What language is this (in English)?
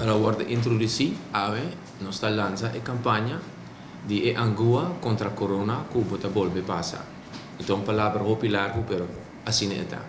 Papiamento